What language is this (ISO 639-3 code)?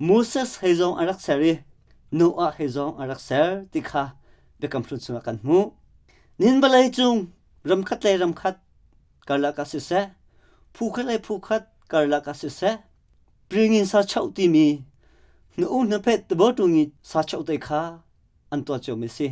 cnh